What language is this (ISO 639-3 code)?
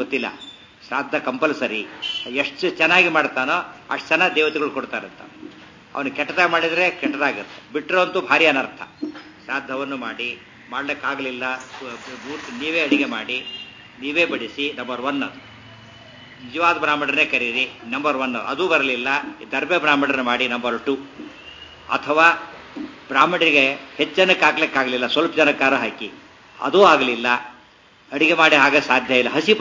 kan